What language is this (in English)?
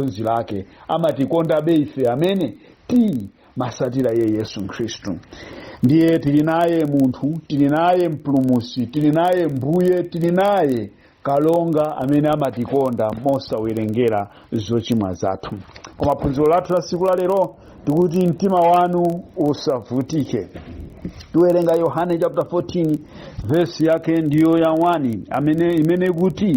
Nyanja